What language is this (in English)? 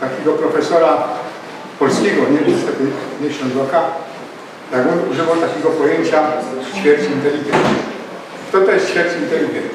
Silesian